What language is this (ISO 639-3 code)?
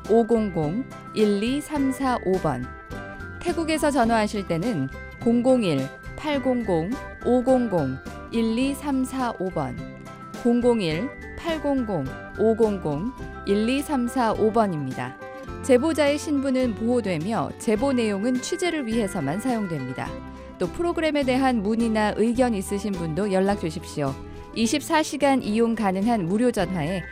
kor